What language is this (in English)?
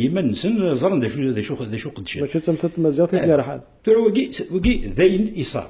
Kabyle